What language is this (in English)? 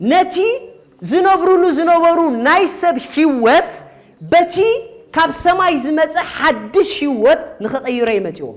Tigrinya